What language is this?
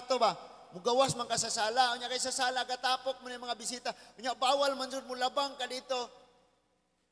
Cebuano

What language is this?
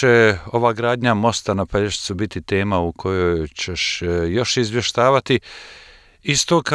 Bosnian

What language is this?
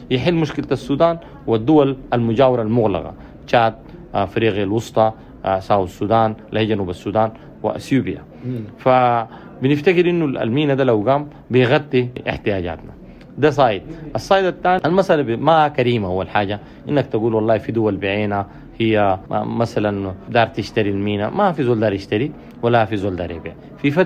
Sudanese Arabic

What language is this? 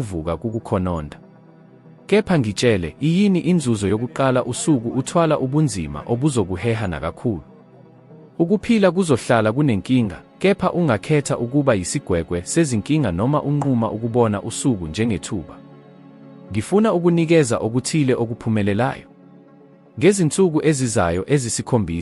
Zulu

